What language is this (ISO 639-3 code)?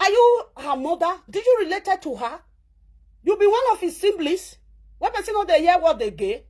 pcm